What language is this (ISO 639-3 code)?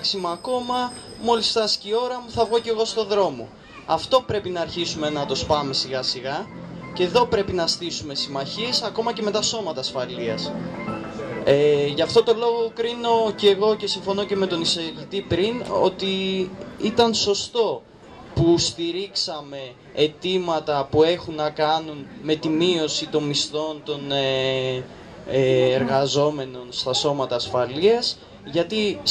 ell